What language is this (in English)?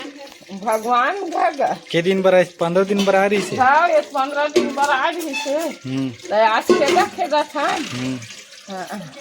Chhattisgarhi